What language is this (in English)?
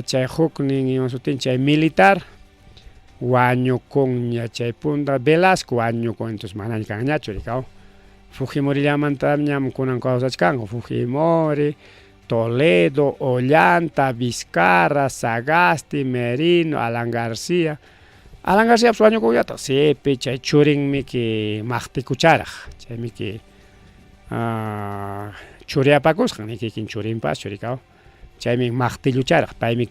Ayacucho Quechua